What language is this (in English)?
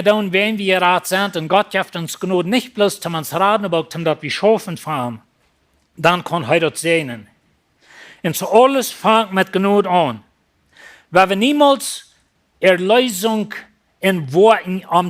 Plautdietsch